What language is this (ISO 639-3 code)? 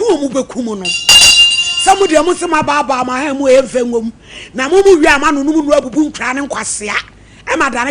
aka